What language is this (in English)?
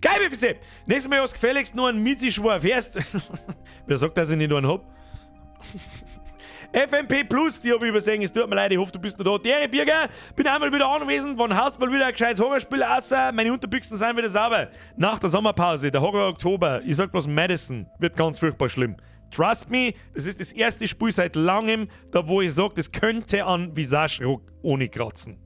Bavarian